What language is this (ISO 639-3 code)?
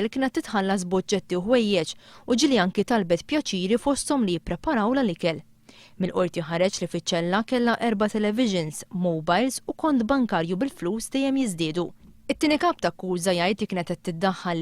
mlt